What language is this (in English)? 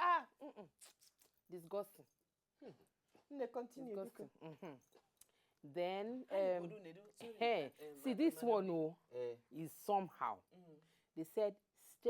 Nigerian Pidgin